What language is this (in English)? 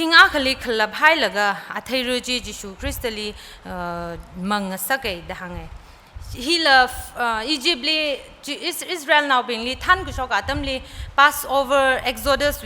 Tangkhul Naga (India)